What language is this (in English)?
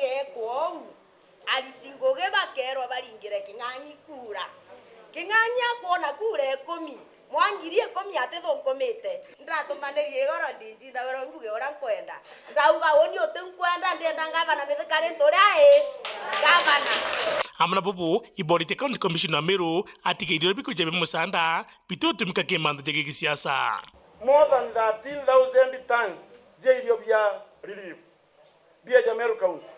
Meru